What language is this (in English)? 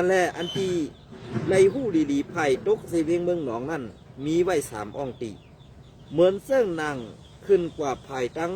Shan